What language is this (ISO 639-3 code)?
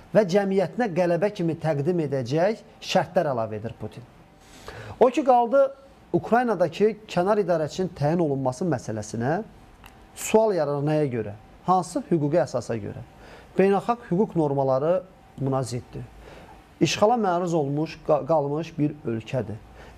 aze